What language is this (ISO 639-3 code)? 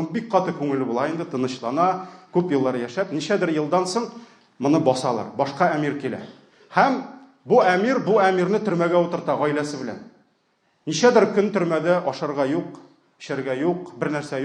tat